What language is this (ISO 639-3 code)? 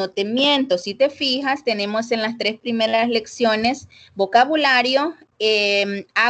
spa